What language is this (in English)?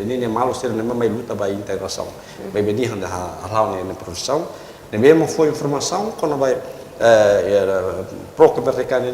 Tetum